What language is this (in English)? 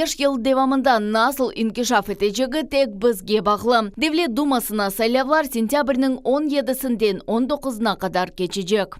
Crimean Tatar